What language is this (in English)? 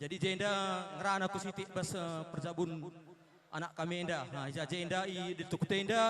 Batak Karo